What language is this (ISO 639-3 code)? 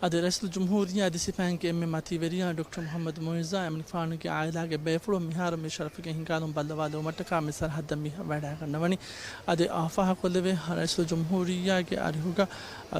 div